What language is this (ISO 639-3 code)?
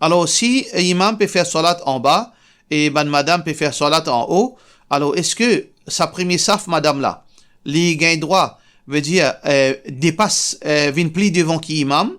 mfe